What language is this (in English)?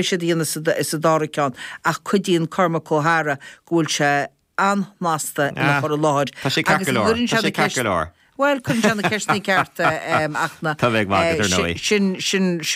Irish